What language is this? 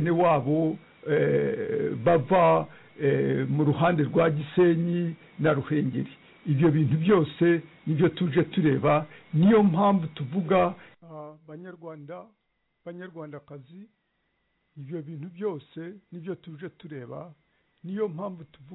Kinyarwanda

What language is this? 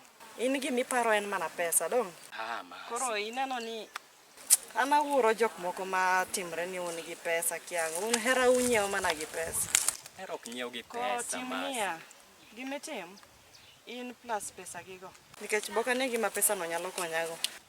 Luo (Kenya and Tanzania)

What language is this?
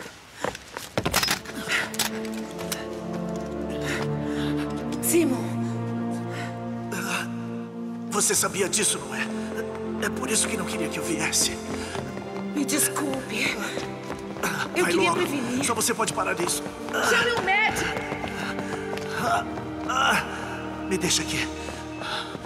Portuguese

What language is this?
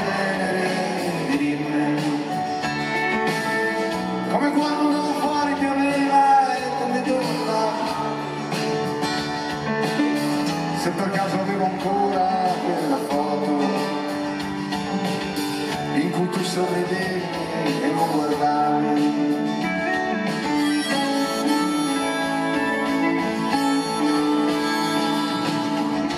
Italian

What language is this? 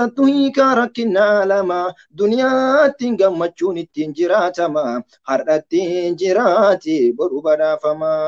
Oromo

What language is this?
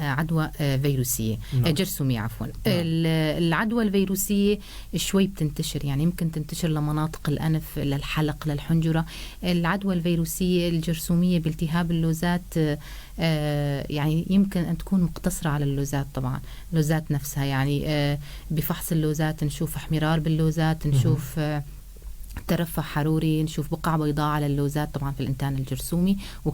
North Levantine Arabic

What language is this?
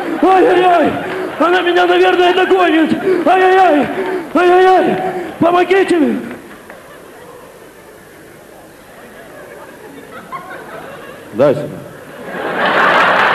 Russian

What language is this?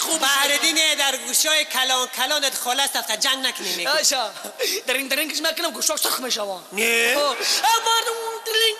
Tajik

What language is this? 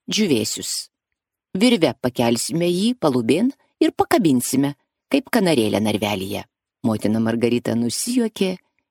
Lithuanian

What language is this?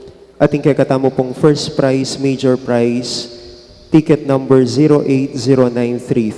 Pampanga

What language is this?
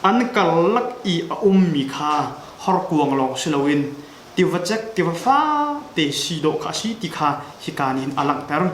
Hakha Chin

